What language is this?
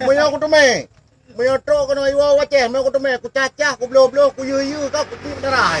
Achinese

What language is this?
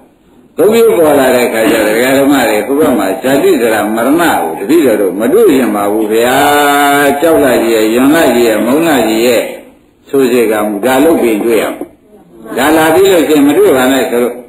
Burmese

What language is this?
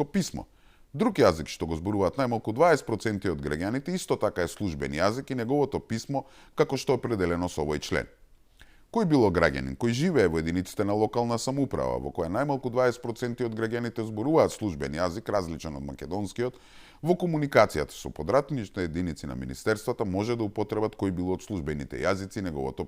Macedonian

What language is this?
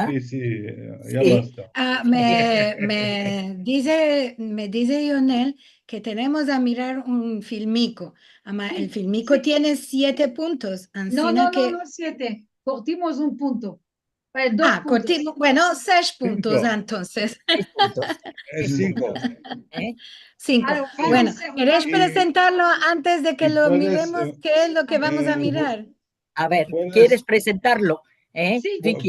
Ladino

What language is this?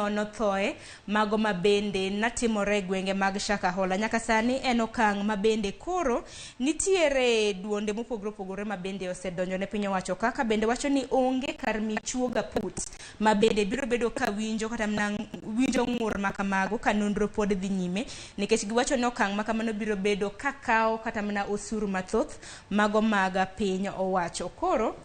Luo (Kenya and Tanzania)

